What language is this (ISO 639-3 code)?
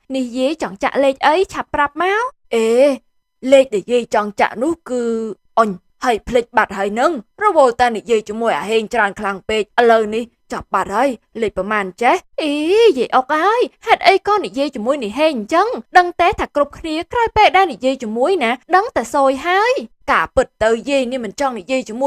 khm